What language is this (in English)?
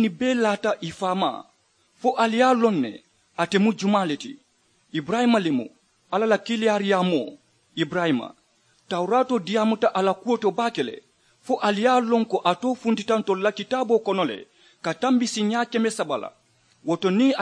Mandingo